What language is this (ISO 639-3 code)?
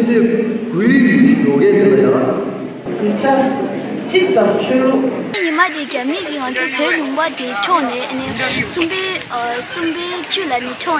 bod